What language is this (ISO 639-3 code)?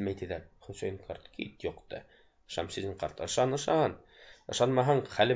bak